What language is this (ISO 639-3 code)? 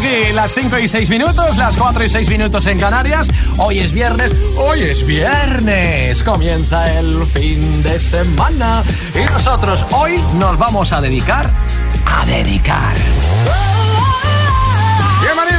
spa